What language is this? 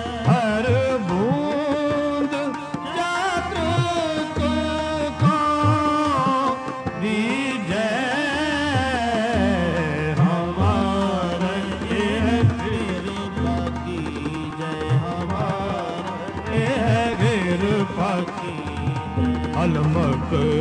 Punjabi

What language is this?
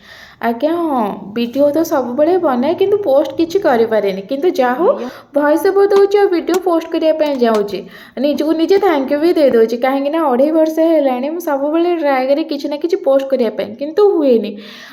Odia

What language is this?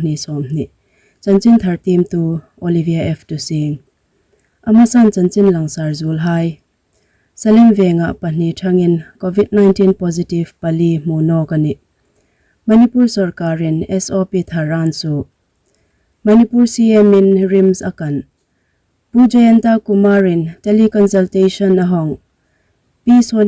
Hmar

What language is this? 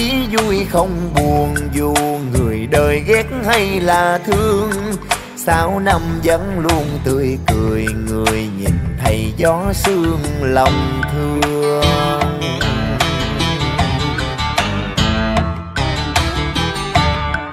Vietnamese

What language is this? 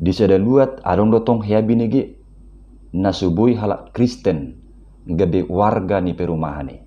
Batak Toba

